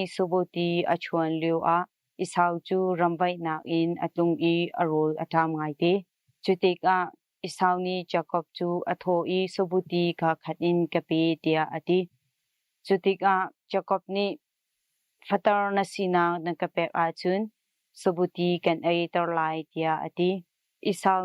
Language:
Hakha Chin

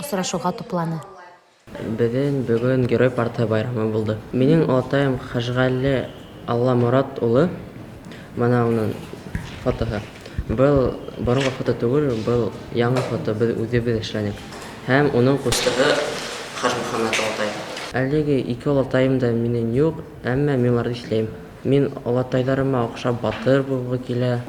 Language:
Bashkir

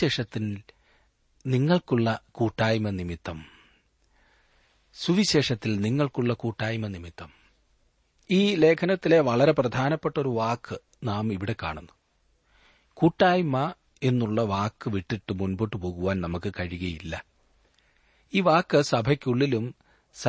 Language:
Malayalam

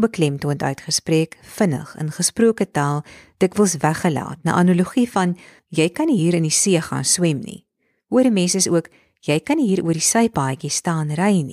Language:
Afrikaans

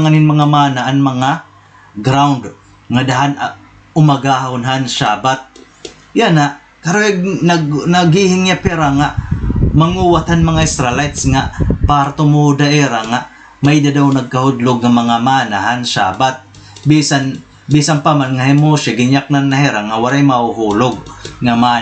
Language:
Waray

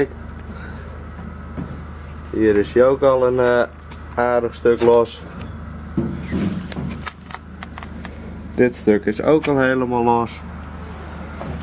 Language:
Dutch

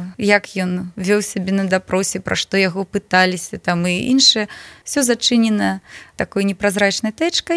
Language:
Belarusian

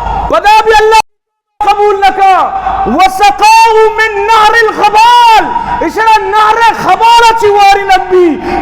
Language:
Eastern Balochi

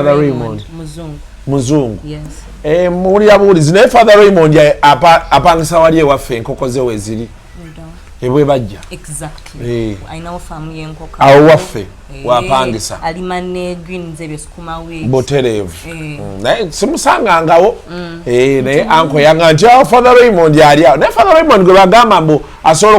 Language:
Ganda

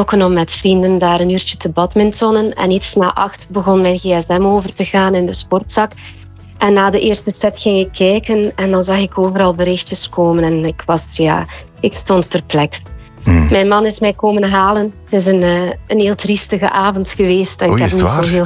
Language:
Dutch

